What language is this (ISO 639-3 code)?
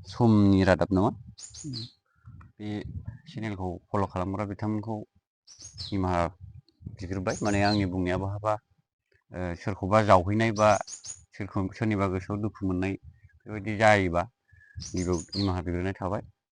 brx